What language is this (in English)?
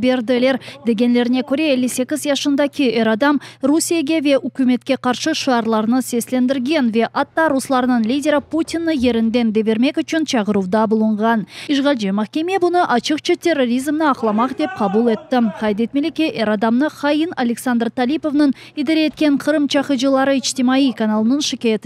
Crimean Tatar